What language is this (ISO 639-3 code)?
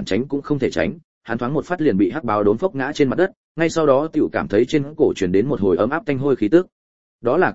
vie